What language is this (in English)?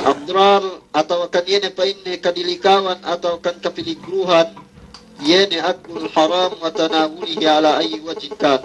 Yakan